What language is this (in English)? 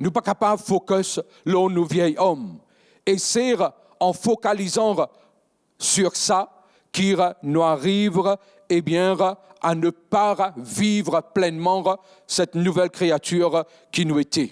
Morisyen